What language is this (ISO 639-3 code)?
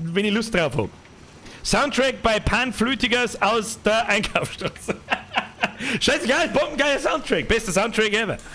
bar